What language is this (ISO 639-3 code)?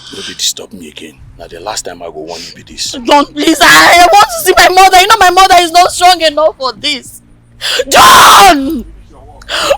pcm